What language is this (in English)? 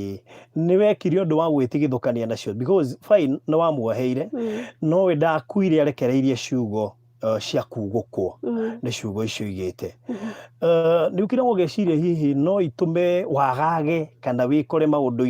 Kikuyu